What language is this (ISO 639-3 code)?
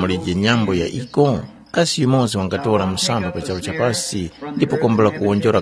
tum